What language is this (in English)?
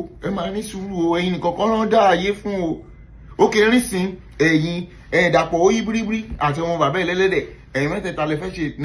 Yoruba